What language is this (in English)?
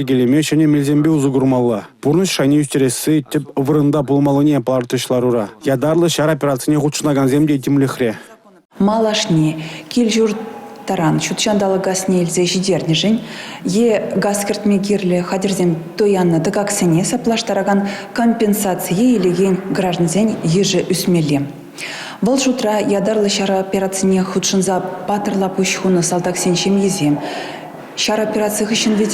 Chuvash